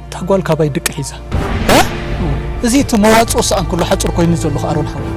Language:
Tigrinya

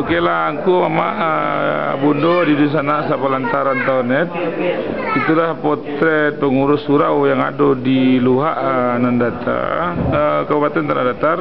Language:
Minangkabau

